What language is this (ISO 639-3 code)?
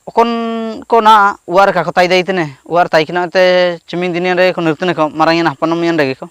hoc